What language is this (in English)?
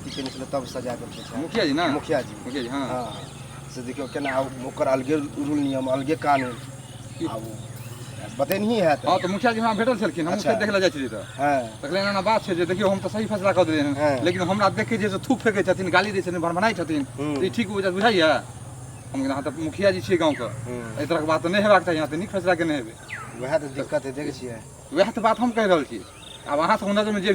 Maithili